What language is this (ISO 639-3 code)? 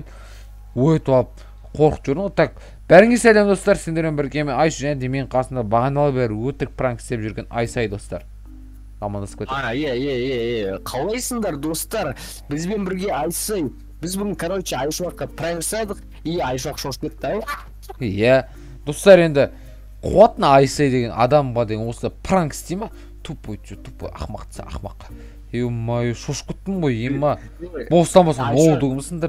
kaz